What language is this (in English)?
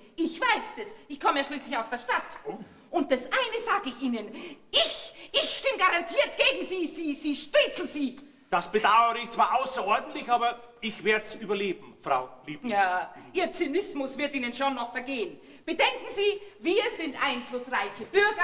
Bavarian